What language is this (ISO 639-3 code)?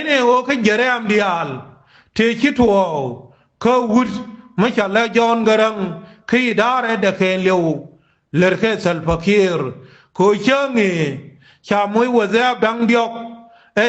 nus